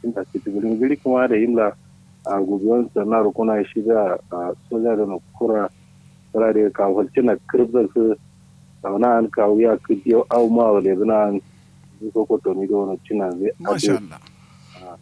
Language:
Kanuri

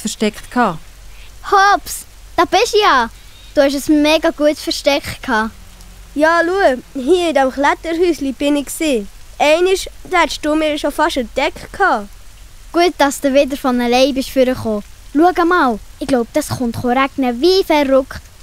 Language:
Swiss German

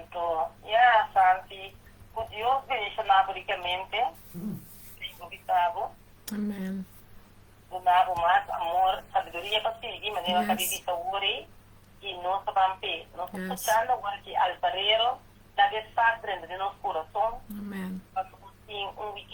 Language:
Papiamento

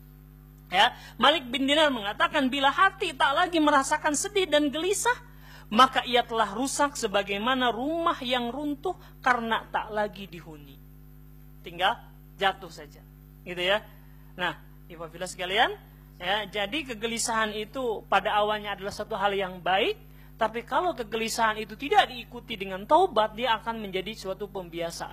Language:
Indonesian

